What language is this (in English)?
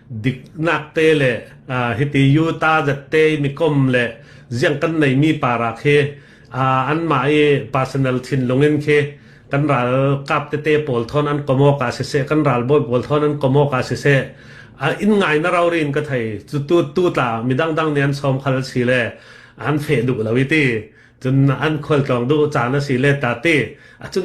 Hakha Chin